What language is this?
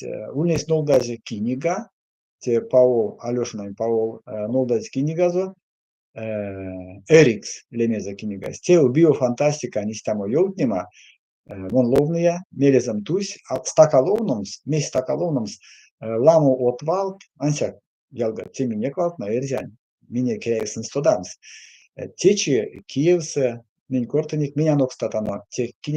Erzya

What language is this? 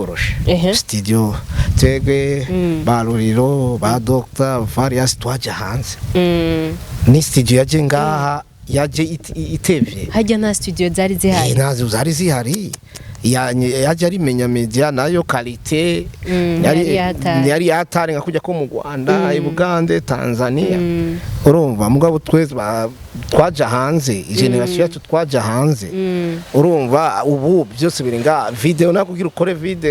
Rundi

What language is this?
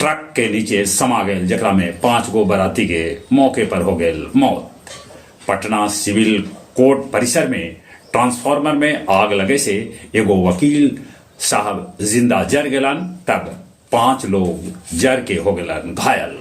Magahi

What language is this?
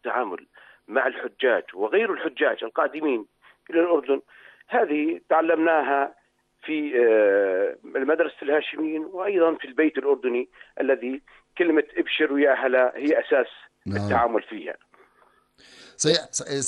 Arabic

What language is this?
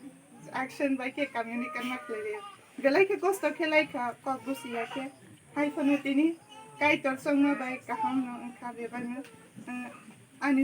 Kok Borok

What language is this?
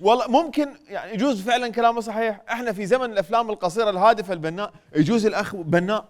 Mesopotamian Arabic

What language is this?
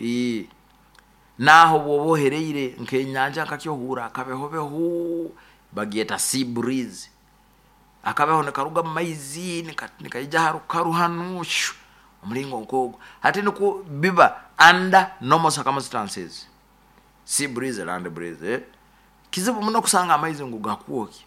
Nyoro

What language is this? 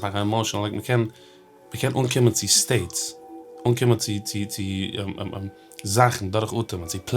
Yiddish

